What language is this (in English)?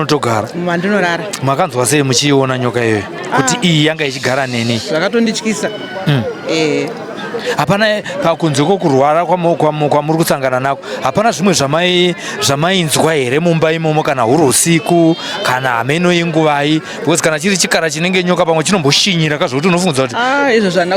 Shona